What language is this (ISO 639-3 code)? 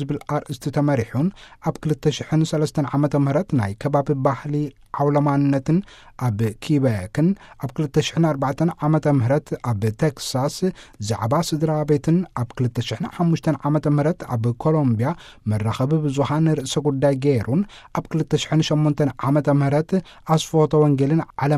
tir